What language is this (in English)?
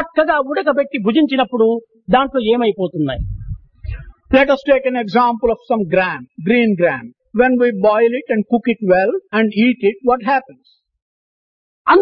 Telugu